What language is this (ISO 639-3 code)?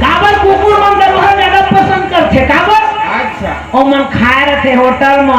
hne